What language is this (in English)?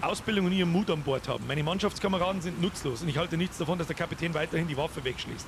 Bavarian